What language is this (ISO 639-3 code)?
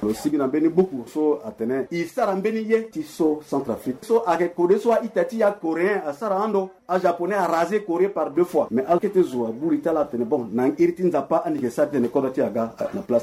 sag